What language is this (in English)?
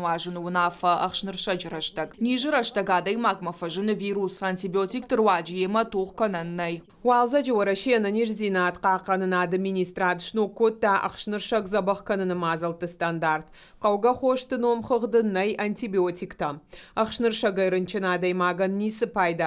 Ossetic